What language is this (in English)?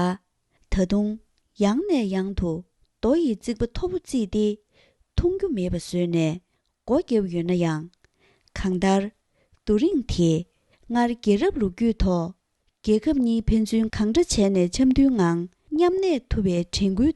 Tibetan